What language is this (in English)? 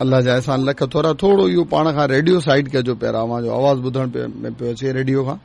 Sindhi